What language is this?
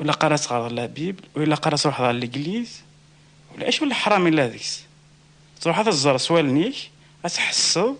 Kabyle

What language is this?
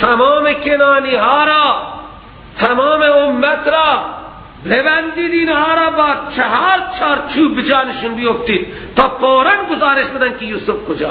Persian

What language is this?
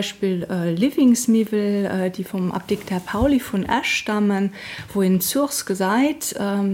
Luxembourgish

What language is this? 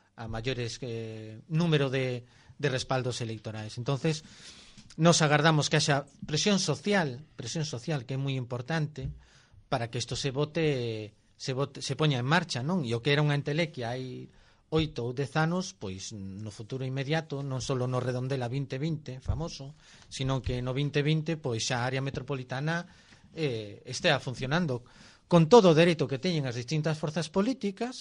Galician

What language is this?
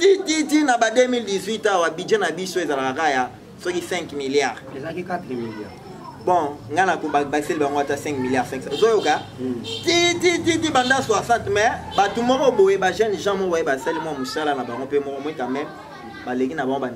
Lingala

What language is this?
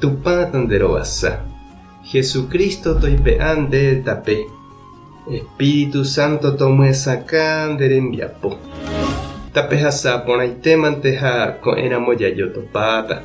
Guarani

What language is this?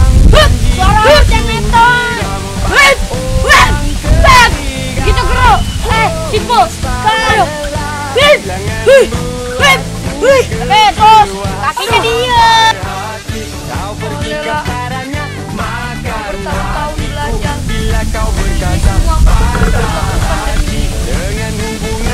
Betawi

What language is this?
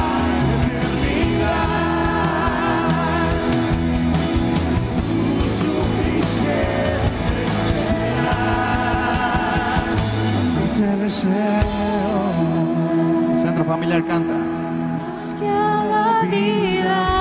Spanish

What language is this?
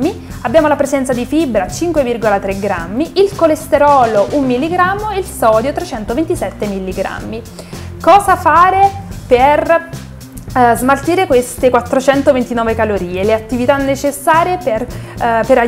Italian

